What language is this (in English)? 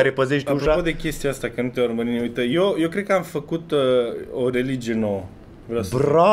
Romanian